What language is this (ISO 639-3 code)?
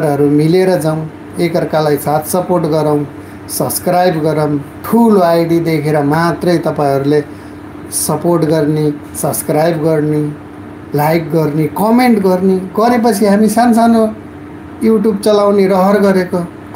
nep